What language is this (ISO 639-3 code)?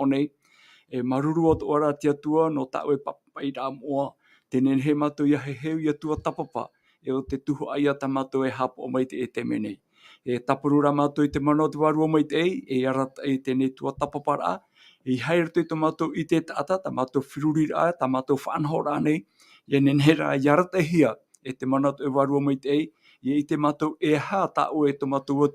tah